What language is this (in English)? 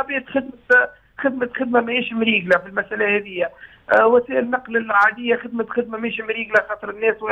Tunisian Arabic